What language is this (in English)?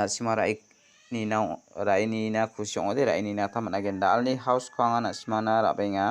Garo